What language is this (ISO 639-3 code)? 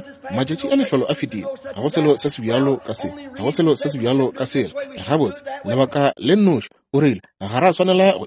nso